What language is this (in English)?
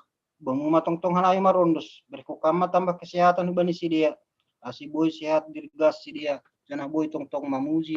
Batak Simalungun